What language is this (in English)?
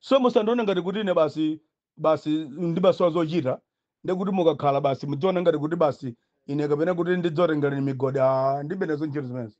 Nyanja